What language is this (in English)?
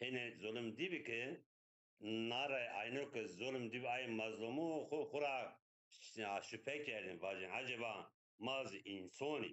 Zaza